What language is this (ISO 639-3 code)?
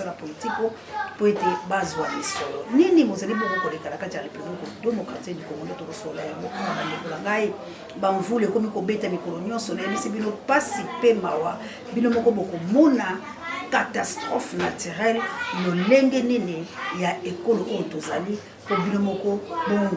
lin